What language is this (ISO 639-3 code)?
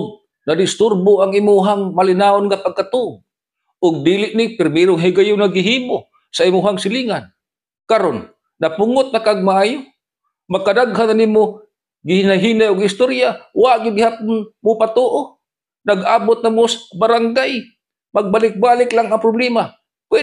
ceb